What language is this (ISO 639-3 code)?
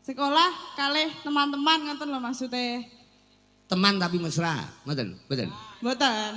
jav